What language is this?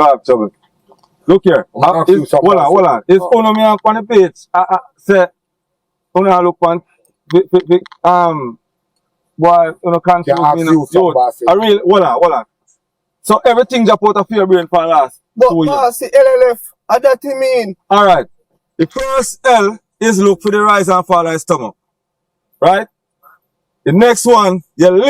Jamaican Creole English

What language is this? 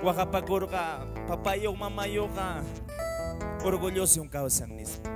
Quechua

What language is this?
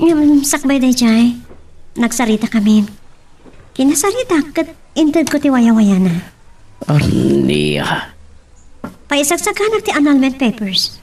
Iloko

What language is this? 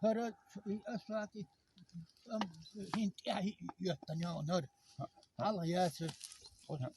Chechen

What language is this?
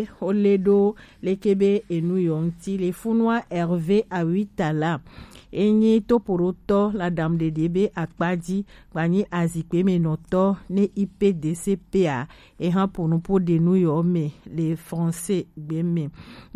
Gen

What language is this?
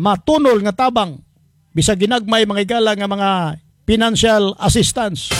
Cebuano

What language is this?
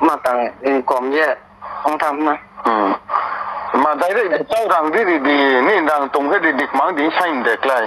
Riang (India)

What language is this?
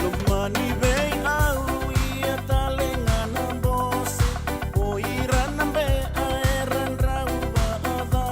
Fijian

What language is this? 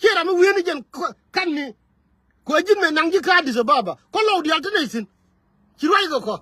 Nuer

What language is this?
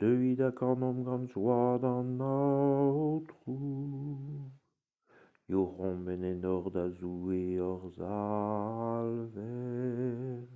Breton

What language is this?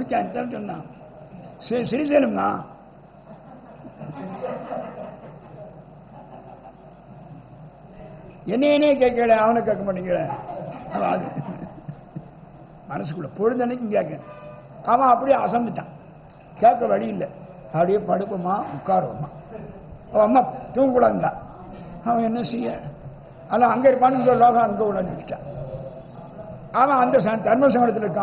Tamil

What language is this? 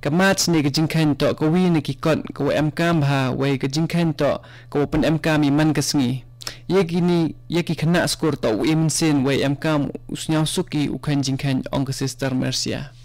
Khasi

